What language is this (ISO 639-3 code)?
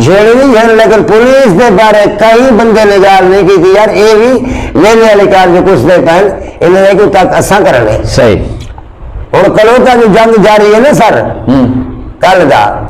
skr